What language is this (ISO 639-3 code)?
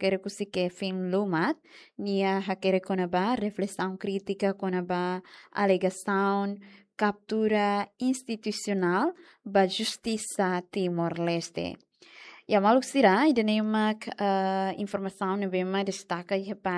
tet